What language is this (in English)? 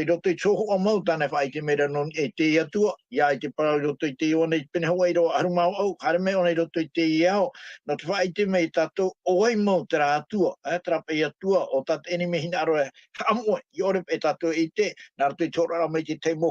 Tahitian